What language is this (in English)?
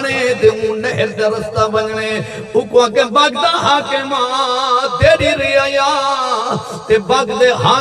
Saraiki